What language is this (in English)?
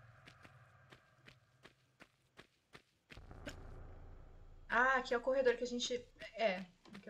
Portuguese